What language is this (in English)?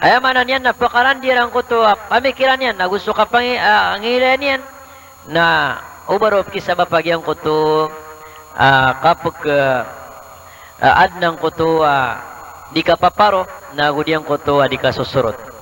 Maranao